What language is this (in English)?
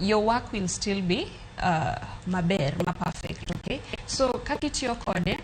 Luo (Kenya and Tanzania)